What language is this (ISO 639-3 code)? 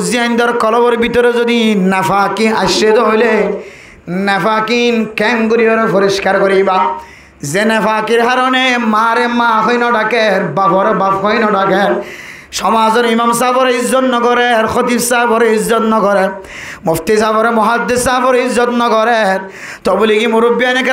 rhg